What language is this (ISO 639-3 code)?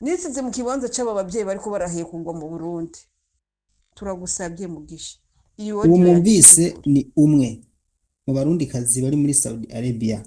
run